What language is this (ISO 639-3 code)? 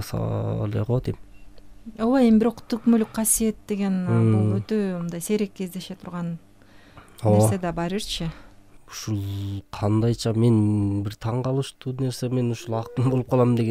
kir